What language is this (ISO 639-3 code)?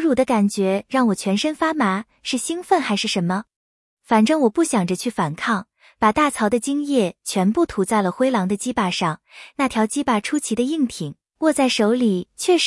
zho